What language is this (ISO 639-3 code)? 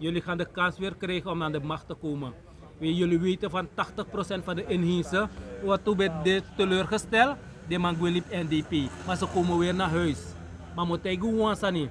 srn